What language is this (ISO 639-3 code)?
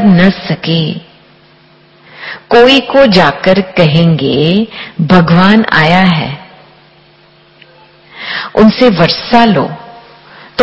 hin